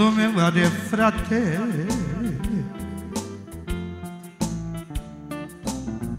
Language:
Romanian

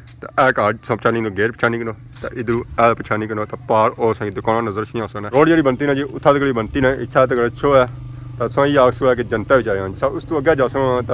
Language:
Pahari-Potwari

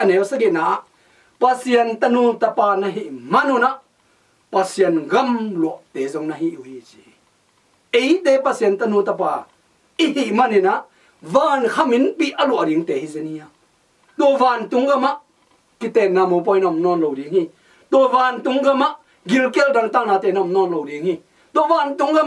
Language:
Tedim Chin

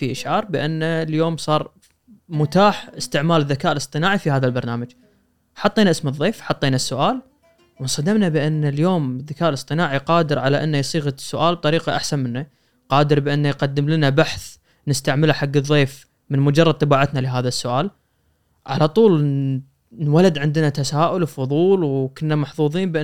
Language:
Gulf Arabic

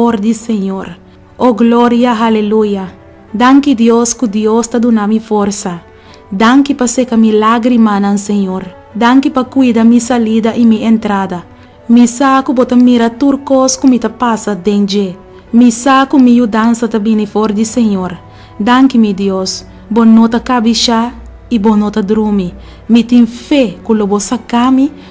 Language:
Papiamento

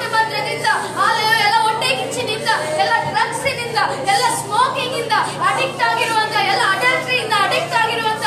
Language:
Kannada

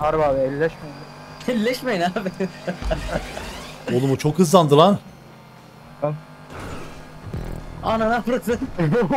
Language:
Turkish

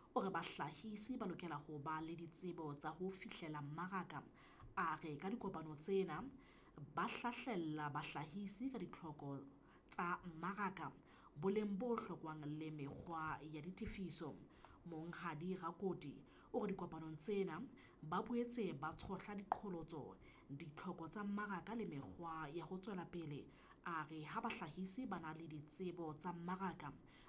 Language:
Southern Sotho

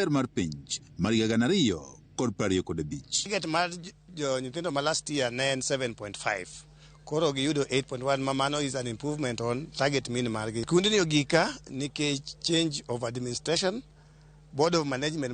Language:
Luo (Kenya and Tanzania)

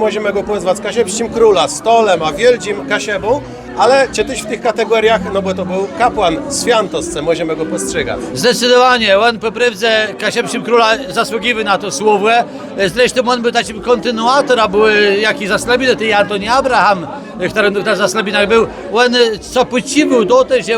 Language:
Kashubian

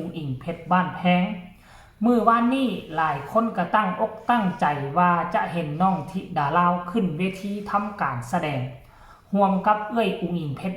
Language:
Northeastern Thai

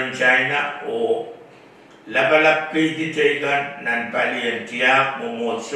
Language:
Pohnpeian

